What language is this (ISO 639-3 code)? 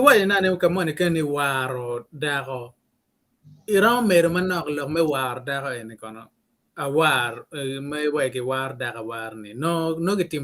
ach